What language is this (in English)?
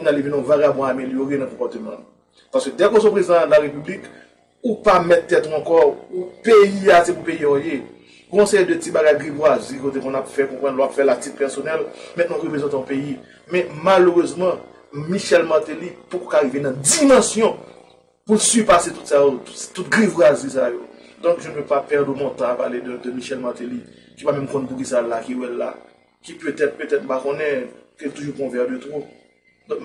Haitian Creole